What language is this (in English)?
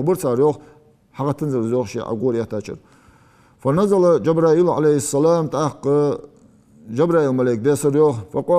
Ingush